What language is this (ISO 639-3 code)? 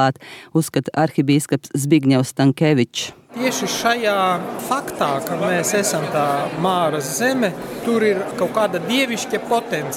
lav